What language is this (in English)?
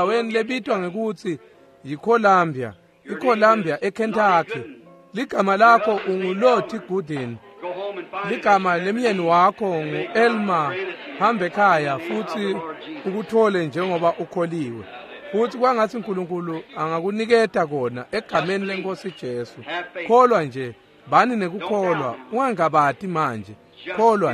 Swati